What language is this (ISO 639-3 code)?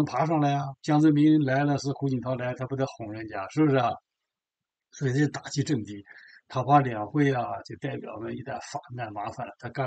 zho